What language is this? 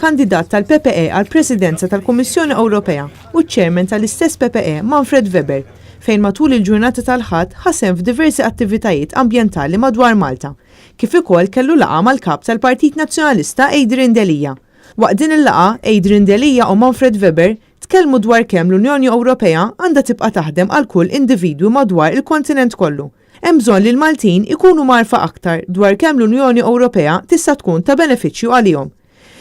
Maltese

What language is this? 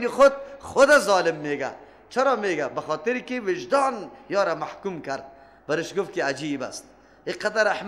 Persian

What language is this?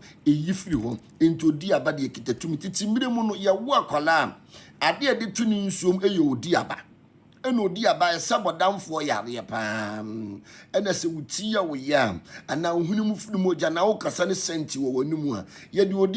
Akan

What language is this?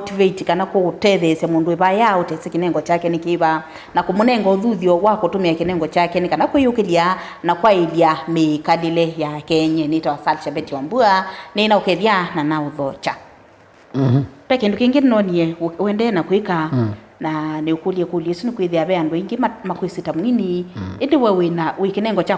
Kamba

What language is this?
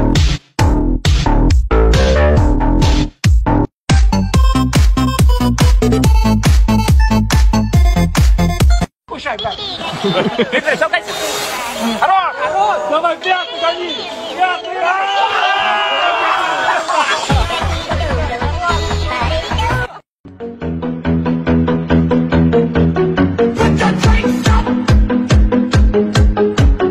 Chinese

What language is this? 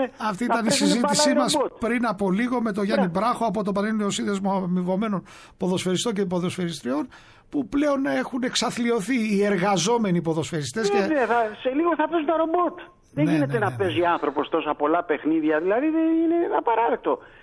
Greek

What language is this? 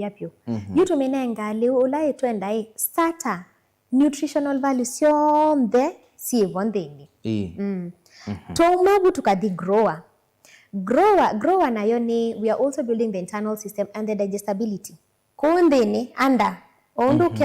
Kamba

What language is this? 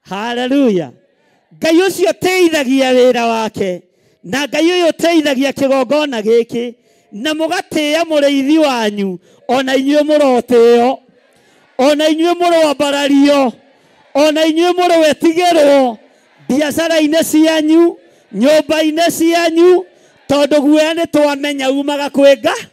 Kikuyu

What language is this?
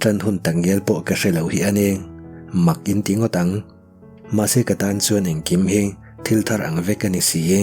Mizo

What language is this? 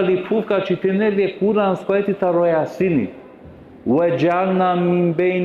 Balkan Romani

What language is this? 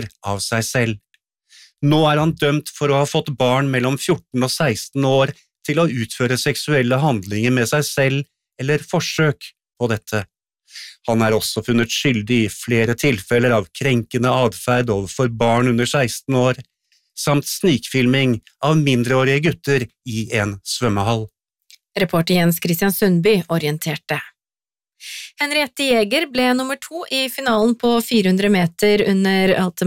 Norwegian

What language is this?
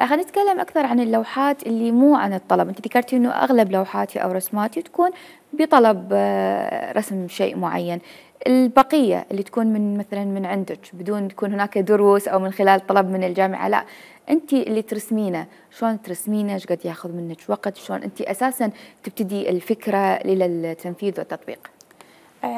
Mesopotamian Arabic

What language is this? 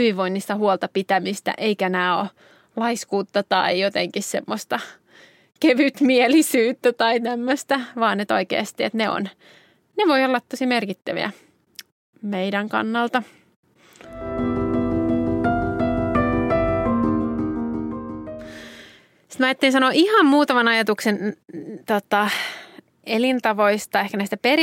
Finnish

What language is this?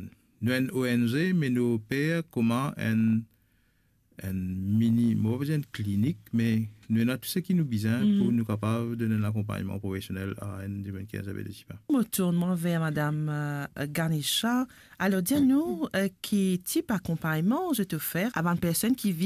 Morisyen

